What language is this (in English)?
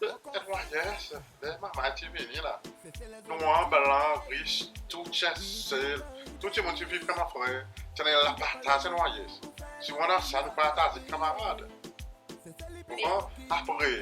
Seselwa Creole French